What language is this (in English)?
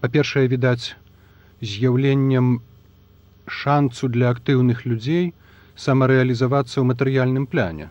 Belarusian